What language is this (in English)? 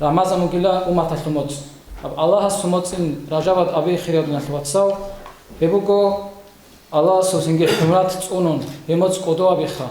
Avaric